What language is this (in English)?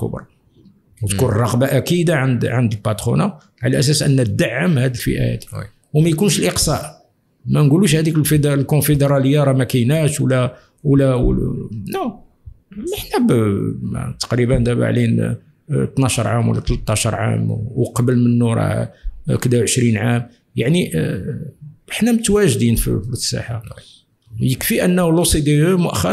Moroccan Arabic